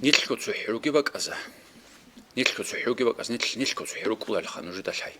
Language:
Avaric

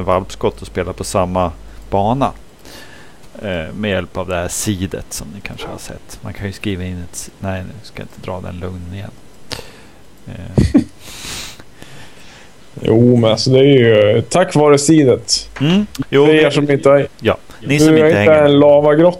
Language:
Swedish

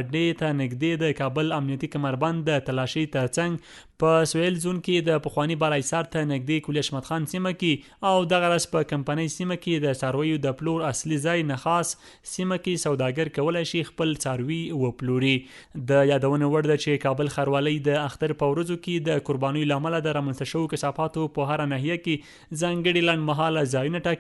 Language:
Pashto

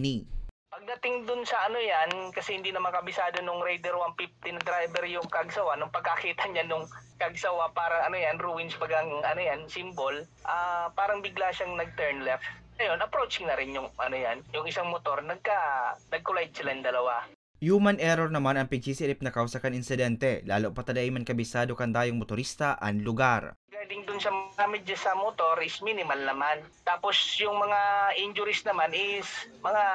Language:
Bikol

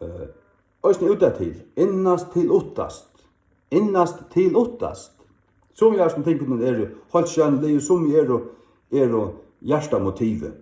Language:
Faroese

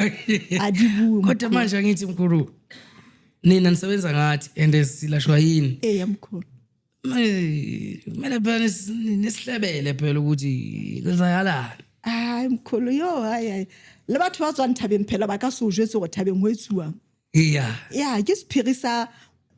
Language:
Zulu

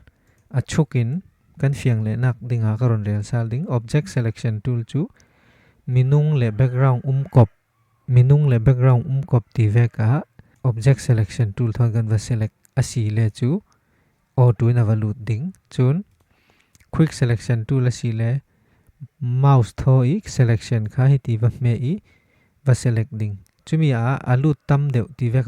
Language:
Falam Chin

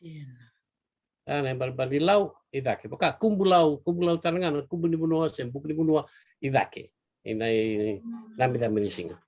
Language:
Fijian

